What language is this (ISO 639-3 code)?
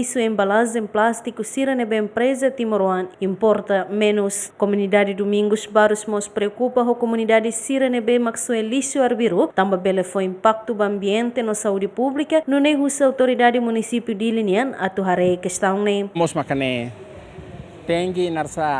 tet